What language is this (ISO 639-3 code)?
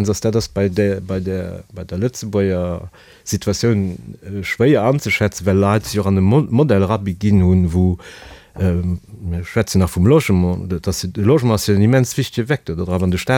ltz